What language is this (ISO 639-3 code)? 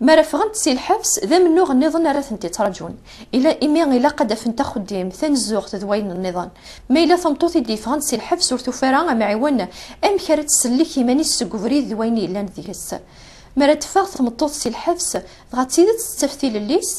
kab